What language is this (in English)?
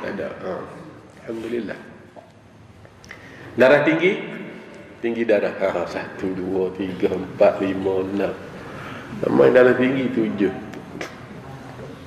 Malay